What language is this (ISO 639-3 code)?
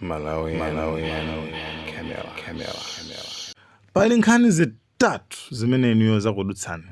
nya